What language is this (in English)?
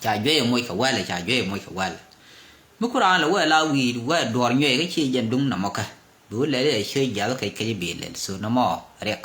Nuer